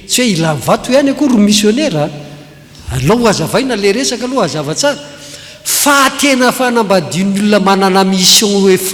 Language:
Malagasy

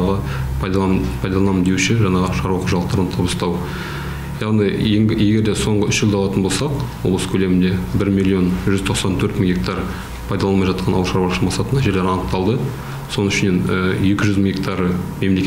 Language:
Kazakh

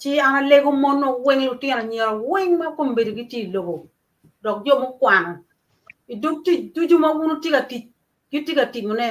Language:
Acoli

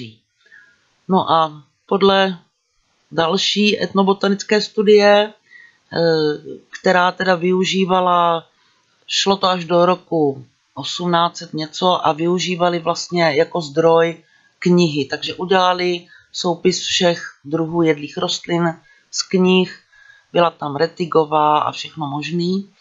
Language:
Czech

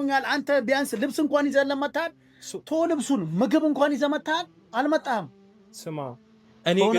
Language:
Amharic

